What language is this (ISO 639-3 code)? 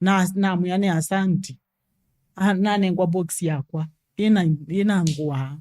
kam